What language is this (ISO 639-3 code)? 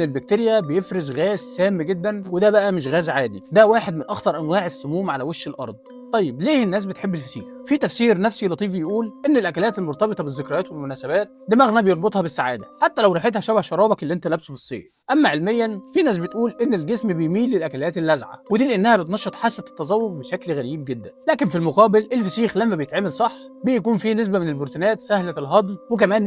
arz